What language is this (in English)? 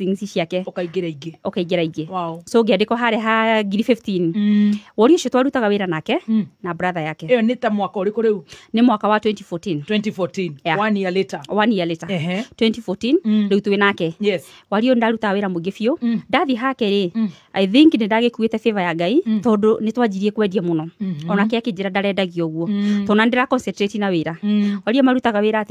Kikuyu